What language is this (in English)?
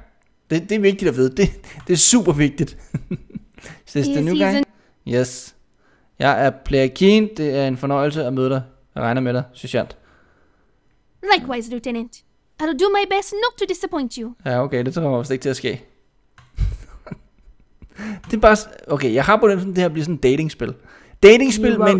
Danish